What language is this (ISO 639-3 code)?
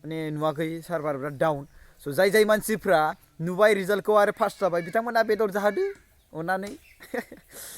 brx